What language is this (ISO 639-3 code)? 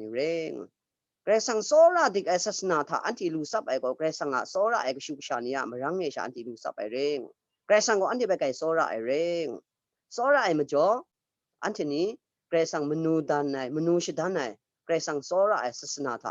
kac